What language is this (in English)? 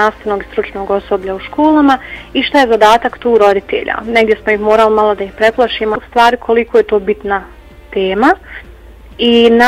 Bosnian